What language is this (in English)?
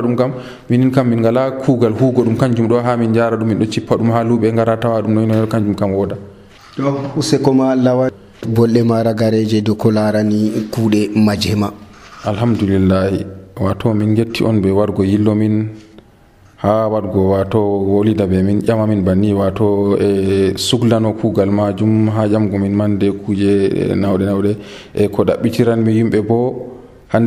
Nigerian Fulfulde